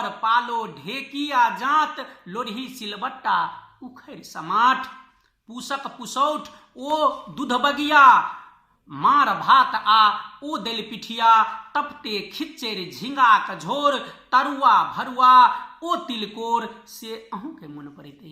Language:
Maithili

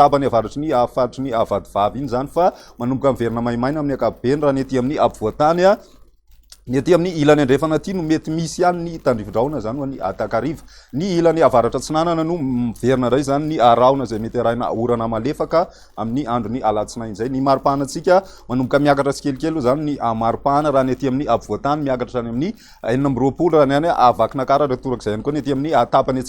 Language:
Malagasy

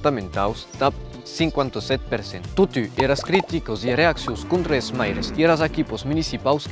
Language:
Occitan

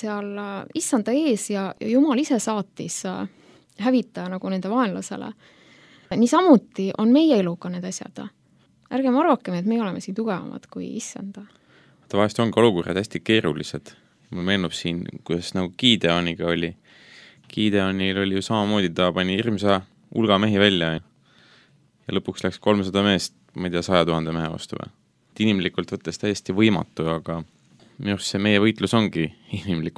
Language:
Estonian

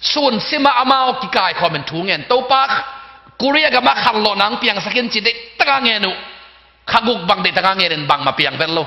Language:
Tedim Chin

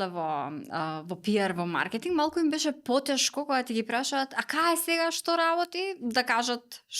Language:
Macedonian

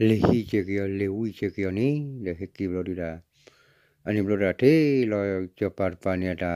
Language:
S'gaw Karen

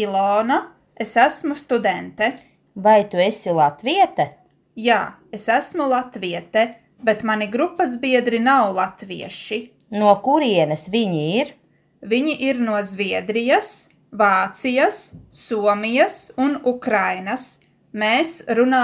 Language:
Latvian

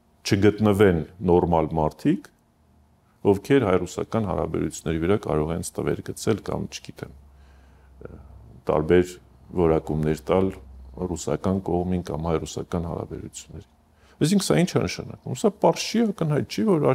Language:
Armenian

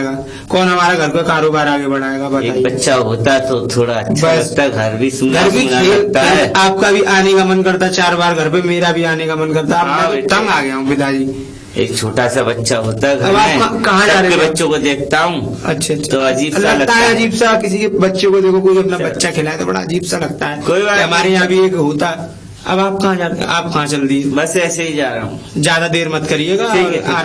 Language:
Hindi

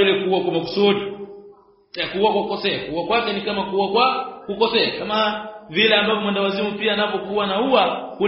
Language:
Swahili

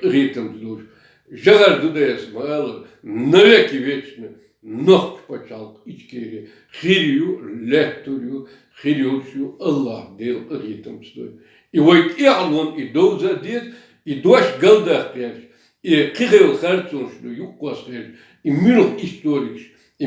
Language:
Chechen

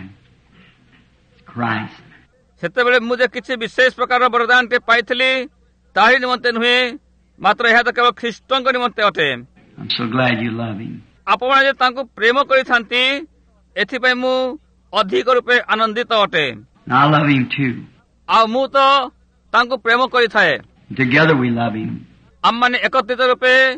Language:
Odia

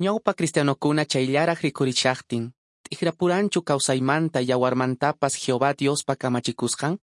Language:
Quechua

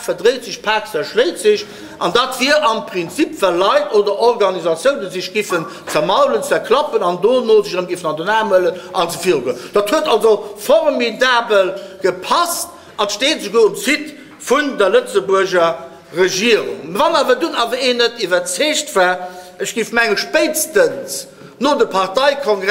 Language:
Luxembourgish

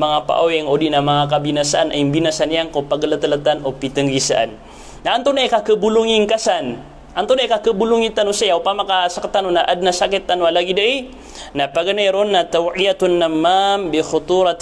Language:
Maranao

